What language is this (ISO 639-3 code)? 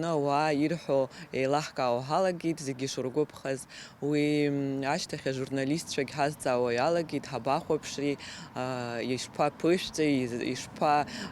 abk